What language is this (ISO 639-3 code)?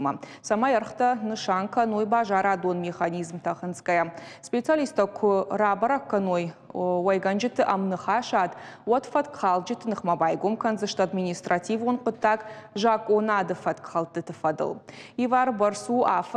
oss